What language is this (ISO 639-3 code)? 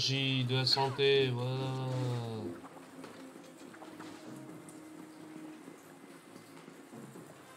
fra